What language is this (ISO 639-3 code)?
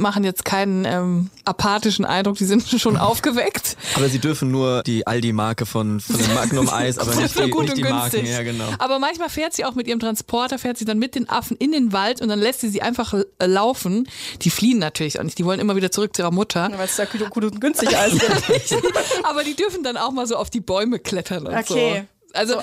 deu